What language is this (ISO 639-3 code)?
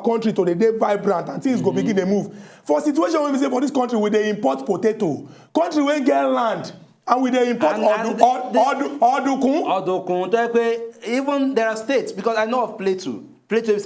pcm